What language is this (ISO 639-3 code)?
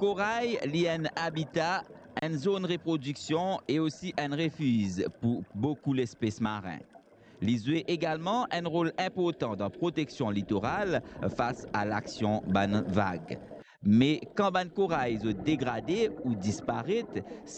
mfe